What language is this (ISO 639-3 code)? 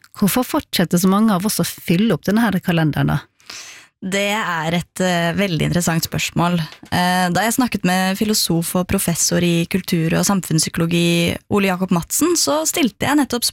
nor